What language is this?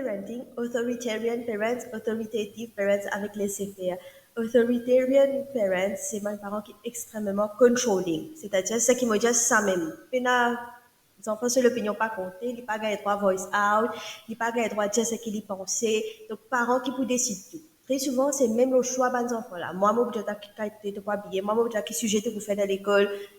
Morisyen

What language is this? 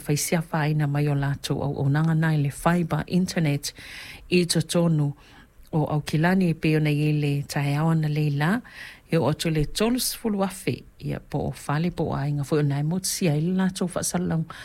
Samoan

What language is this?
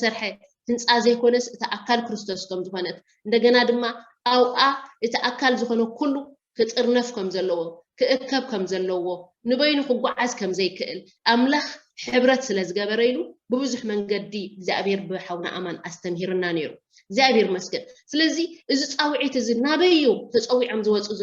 Tigrinya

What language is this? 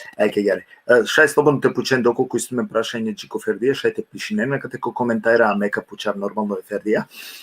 Balkan Romani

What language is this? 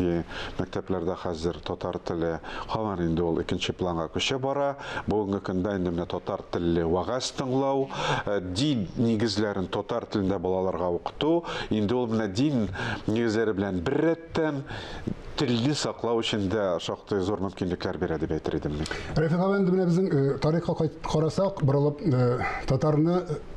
Tatar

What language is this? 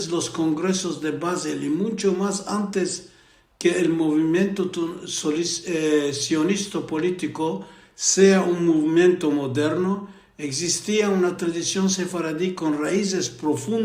Ladino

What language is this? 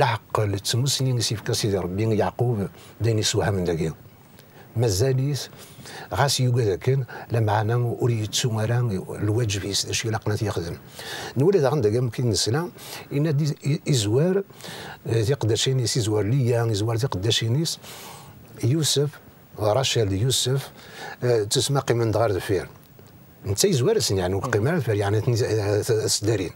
Kabyle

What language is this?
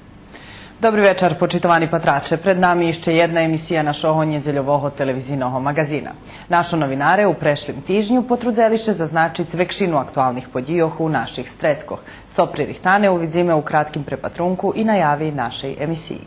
Rusyn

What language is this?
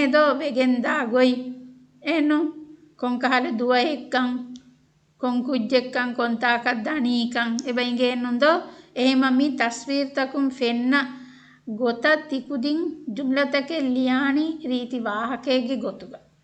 Divehi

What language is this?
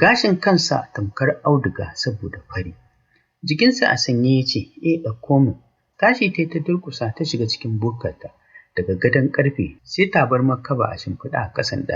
Hausa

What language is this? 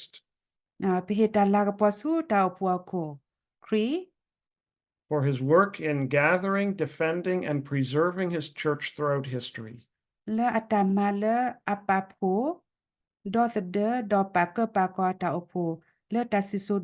S'gaw Karen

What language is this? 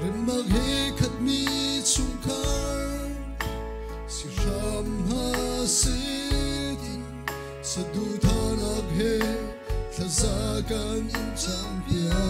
Hakha Chin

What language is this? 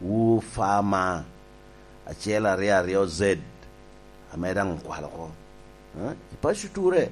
Lango (Uganda)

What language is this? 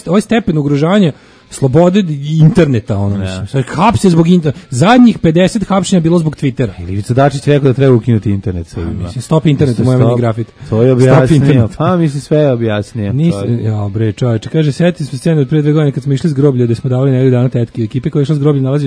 Serbian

